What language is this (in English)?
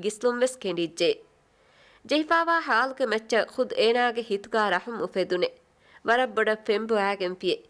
Divehi